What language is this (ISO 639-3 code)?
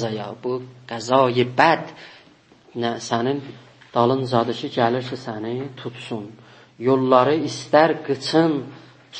azb